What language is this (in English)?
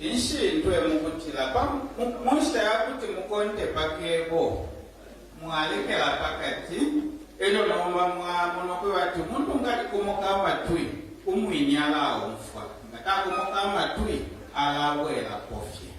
Bemba